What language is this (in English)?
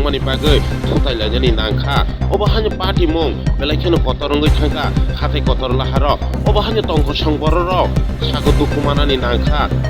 Kok Borok